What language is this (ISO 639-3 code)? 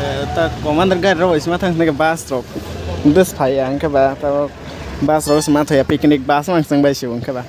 trp